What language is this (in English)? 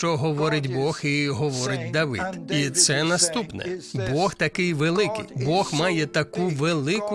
Ukrainian